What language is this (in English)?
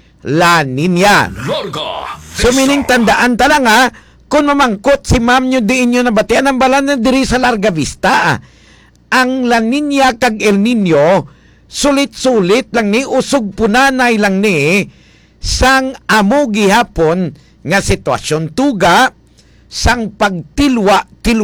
Hiligaynon